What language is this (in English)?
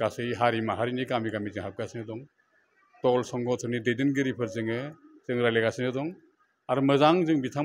Bodo